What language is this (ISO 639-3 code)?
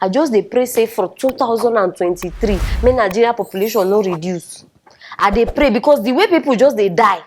pcm